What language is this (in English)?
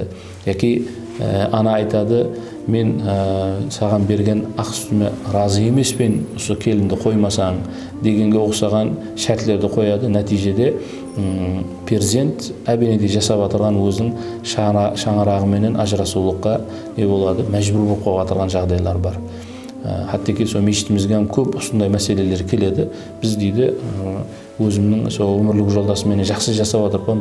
Kara-Kalpak